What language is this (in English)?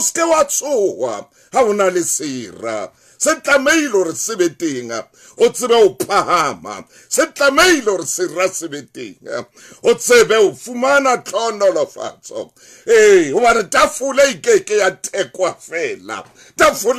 Southern Sotho